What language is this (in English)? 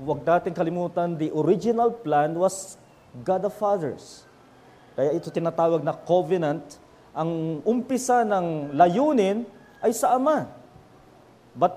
Filipino